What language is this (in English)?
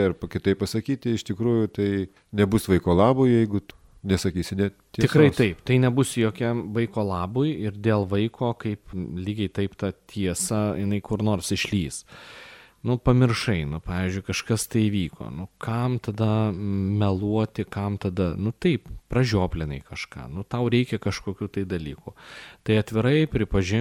Lithuanian